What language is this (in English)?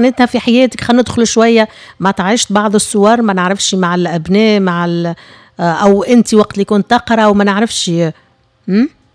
Tunisian Arabic